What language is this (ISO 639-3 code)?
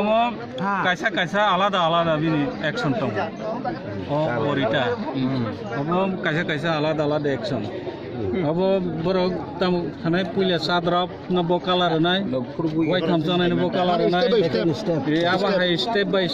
trp